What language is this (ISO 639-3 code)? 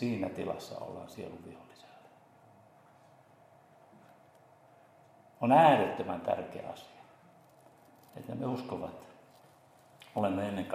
fin